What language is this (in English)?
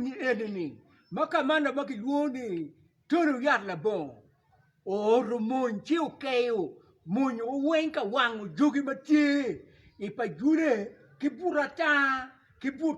Acoli